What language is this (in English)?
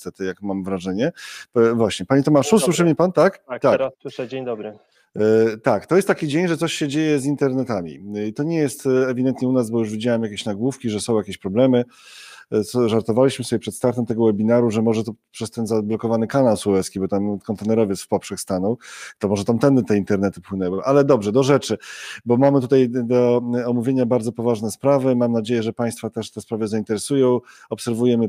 Polish